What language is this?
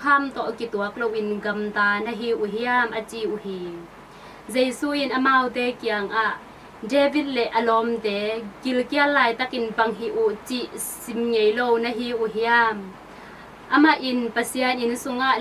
Tedim Chin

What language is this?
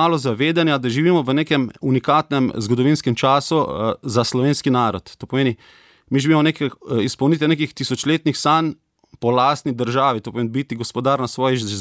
Slovenian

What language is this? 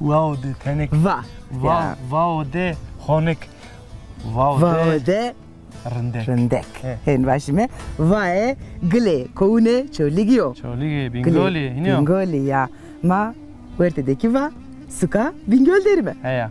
Zaza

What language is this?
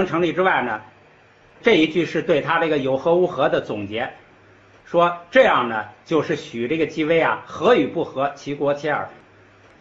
Chinese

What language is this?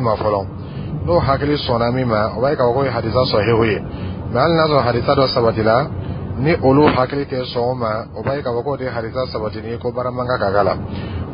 Dyula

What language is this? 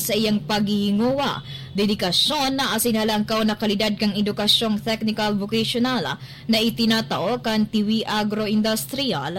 Bikol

